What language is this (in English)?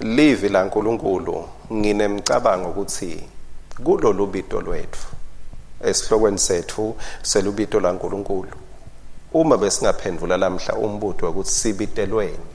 Swati